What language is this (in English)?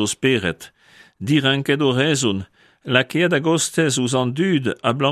Breton